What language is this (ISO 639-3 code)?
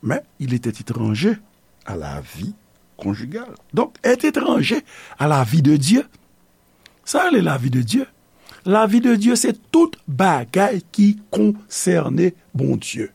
hat